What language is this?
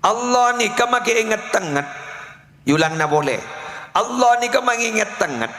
Madurese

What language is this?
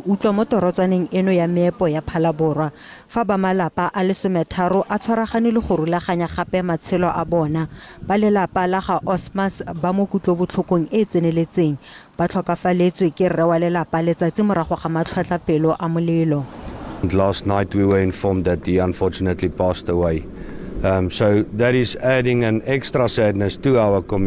Tswana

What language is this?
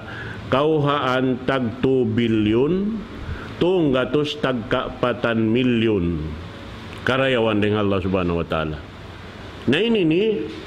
Tausug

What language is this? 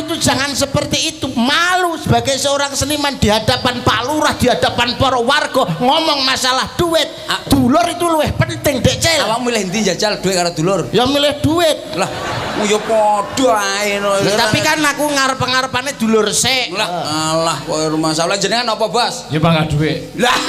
Javanese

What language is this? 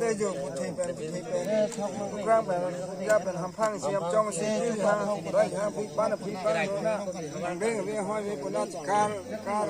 Karbi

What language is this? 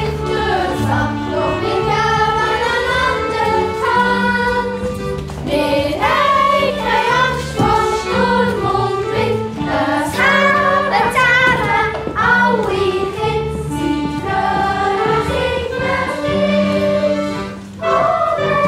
Swiss German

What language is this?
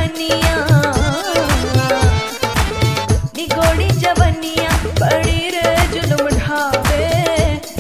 Bhojpuri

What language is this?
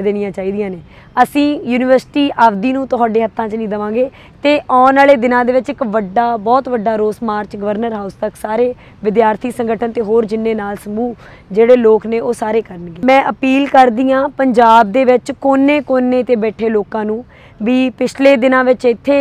Punjabi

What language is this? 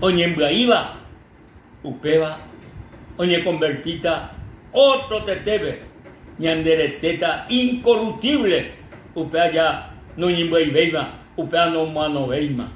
Guarani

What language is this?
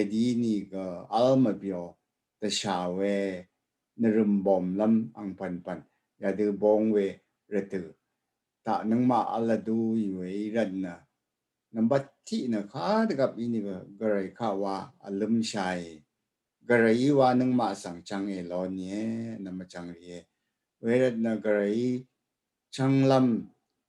Rawang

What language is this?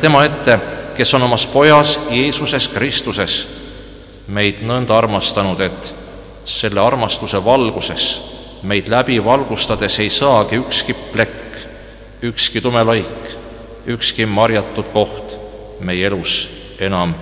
Estonian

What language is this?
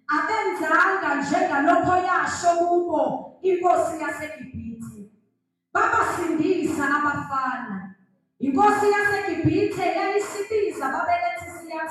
Zulu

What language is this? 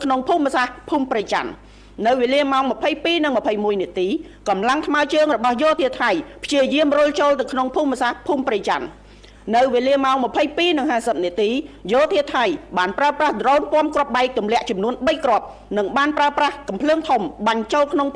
Khmer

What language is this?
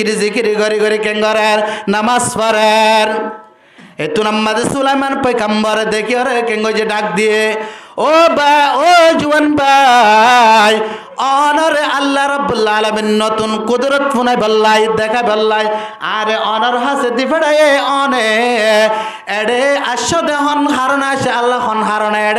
Rohingya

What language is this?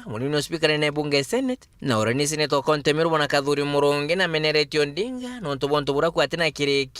Meru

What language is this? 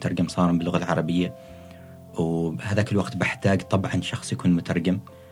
Gulf Arabic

